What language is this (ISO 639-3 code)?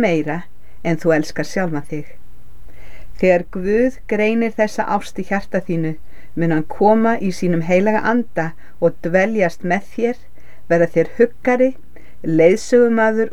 isl